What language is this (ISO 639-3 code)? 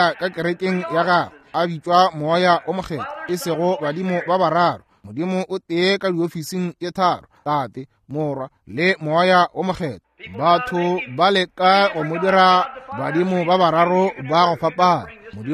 nso